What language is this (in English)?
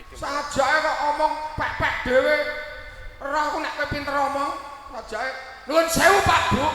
Javanese